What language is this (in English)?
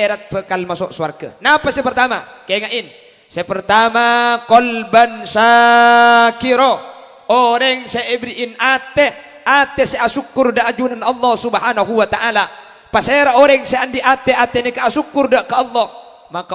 Madurese